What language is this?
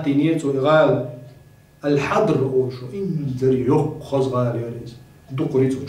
Chechen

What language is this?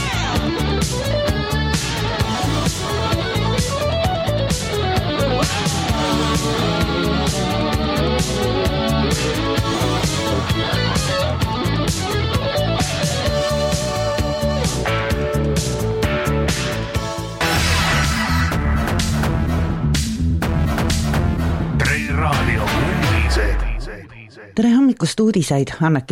Estonian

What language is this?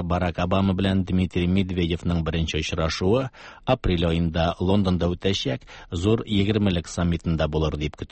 Tatar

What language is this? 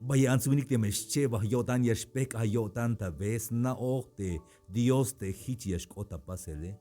Tzeltal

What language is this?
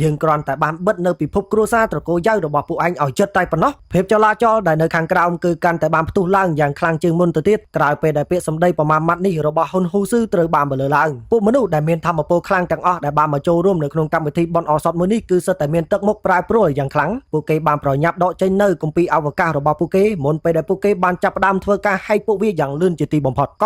Khmer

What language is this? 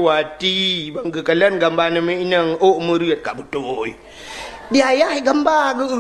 Achinese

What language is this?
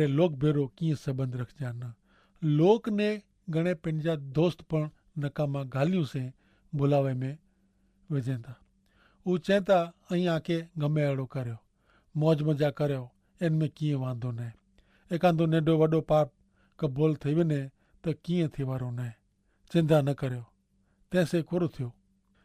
Kachhi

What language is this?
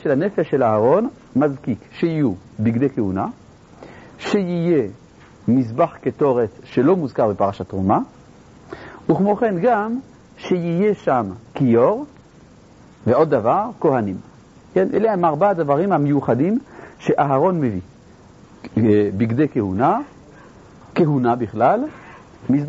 Hebrew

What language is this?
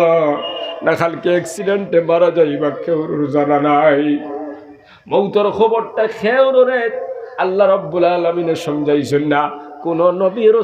Sylheti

